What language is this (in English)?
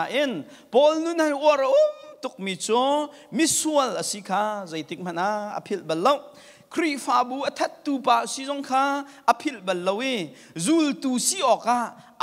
Hakha Chin